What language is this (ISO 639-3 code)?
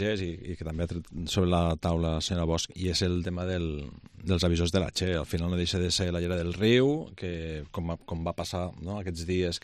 cat